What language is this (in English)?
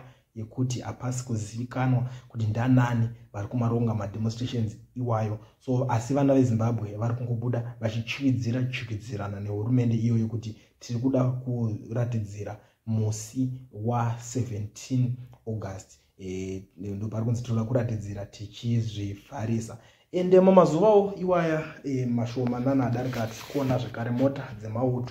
Shona